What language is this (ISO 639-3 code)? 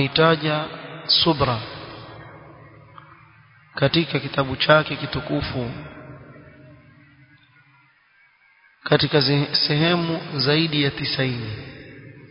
swa